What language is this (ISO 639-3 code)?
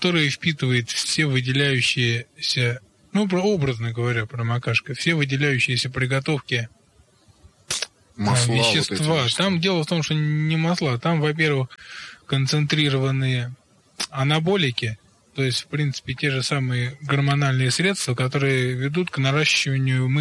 rus